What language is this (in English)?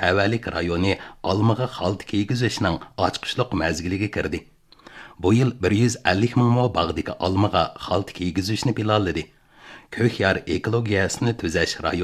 Uyghur